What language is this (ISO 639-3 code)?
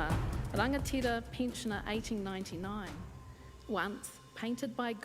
mri